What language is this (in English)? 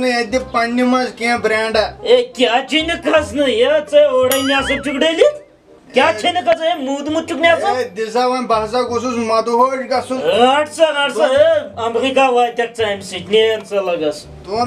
Kashmiri